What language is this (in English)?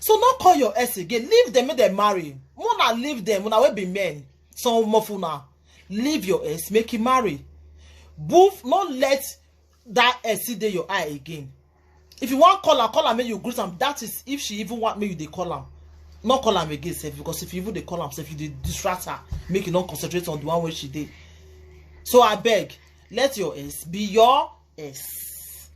Nigerian Pidgin